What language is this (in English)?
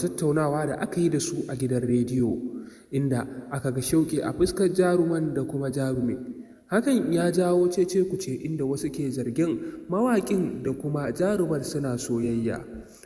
Hausa